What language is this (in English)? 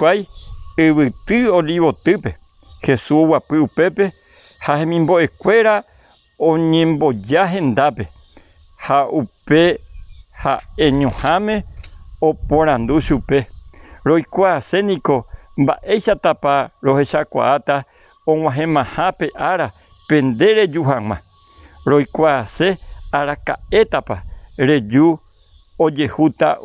Guarani